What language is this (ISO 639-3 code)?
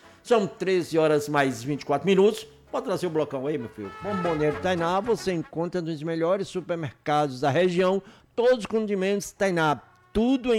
por